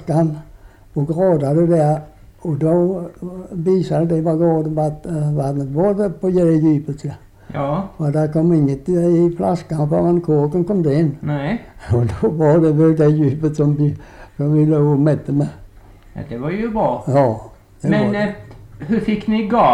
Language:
Swedish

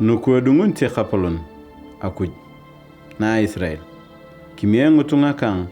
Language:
Turkana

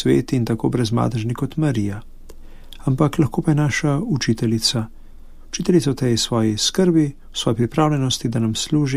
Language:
Slovenian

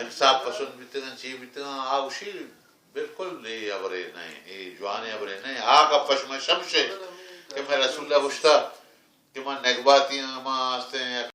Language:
Baluchi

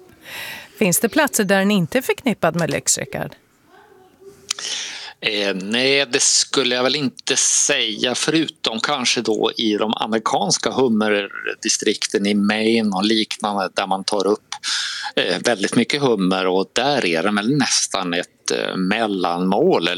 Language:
Swedish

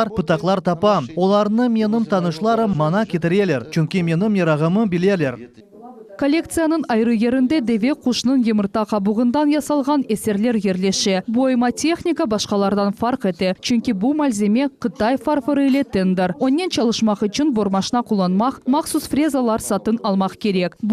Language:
Crimean Tatar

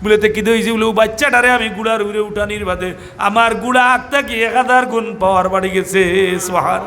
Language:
Sylheti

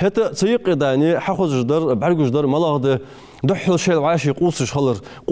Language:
Ingush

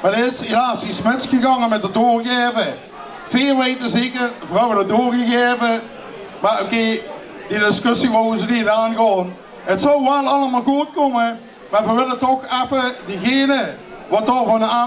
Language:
Limburgish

